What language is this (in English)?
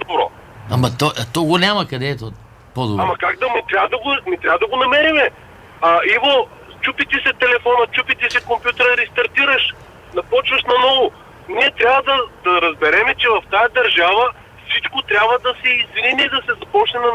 Bulgarian